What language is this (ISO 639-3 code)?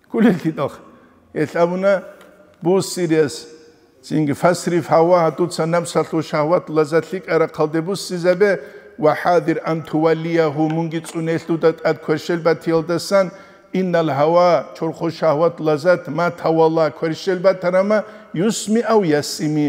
ava